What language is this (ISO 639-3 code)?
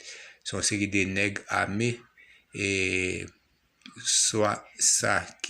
hat